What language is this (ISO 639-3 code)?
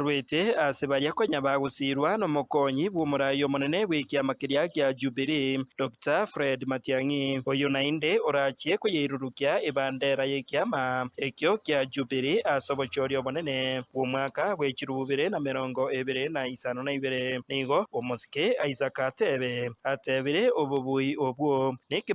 guz